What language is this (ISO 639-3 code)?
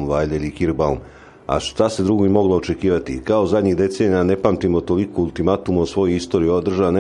srp